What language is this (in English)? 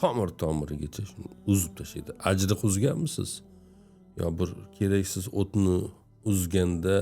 Uzbek